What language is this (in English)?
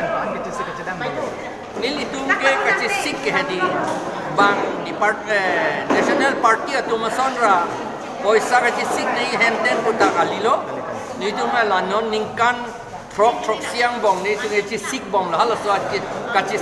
Karbi